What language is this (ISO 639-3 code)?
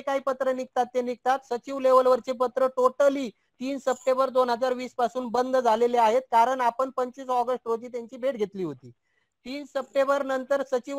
mar